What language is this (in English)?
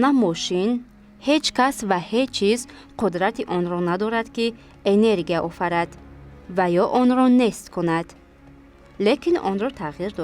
Tajik